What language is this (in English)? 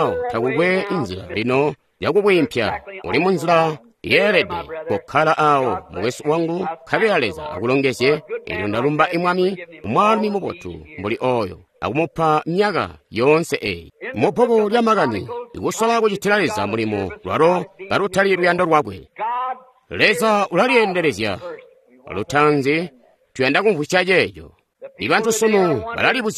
Tonga (Zambia)